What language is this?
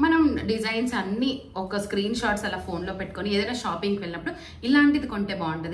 Telugu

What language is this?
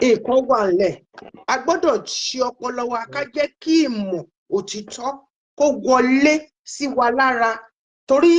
Yoruba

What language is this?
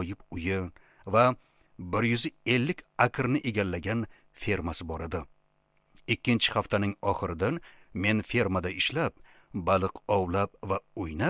Uzbek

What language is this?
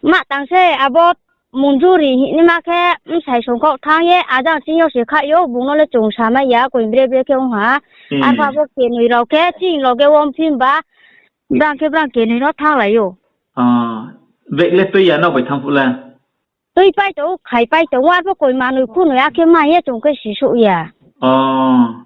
Riang (India)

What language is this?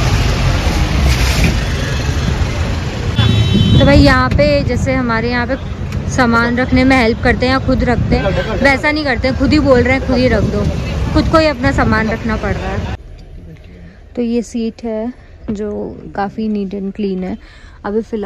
Hindi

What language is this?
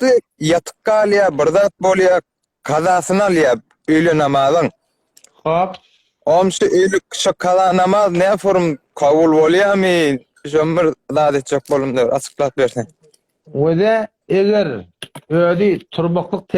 Turkmen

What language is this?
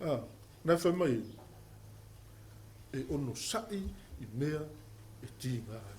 Samoan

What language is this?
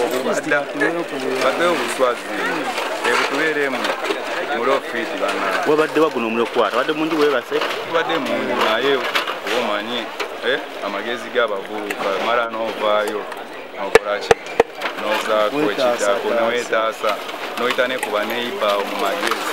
Ganda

